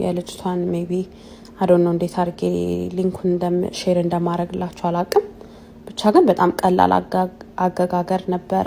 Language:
Amharic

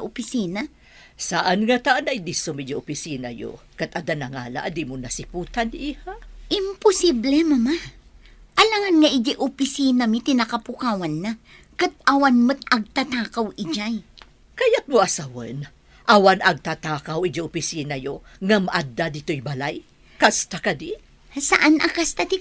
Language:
Iloko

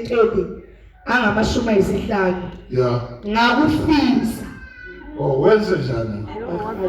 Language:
Zulu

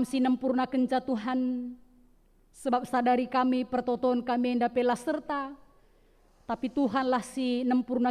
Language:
Batak Karo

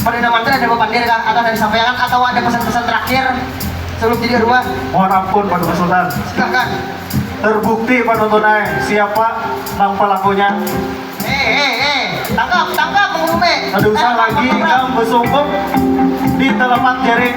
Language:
Banjar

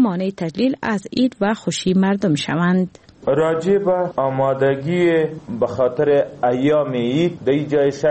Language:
Persian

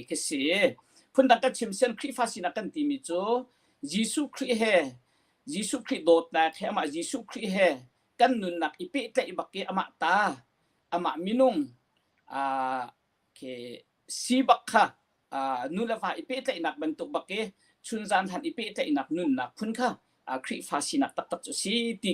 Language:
Hakha Chin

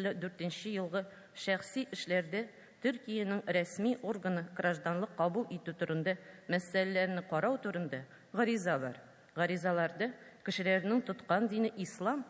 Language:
Tatar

